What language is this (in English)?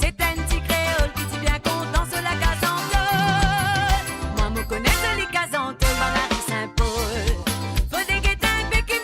Morisyen